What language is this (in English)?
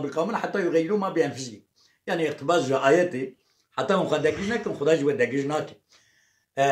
Kurdish